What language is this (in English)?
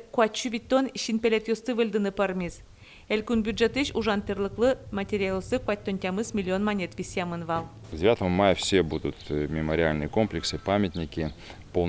Udmurt